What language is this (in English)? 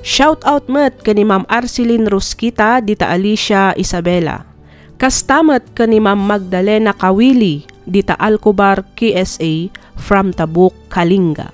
Iloko